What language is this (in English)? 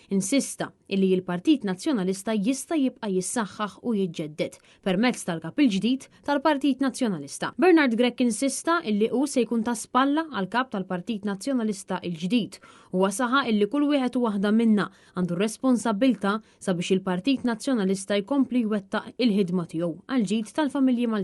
Maltese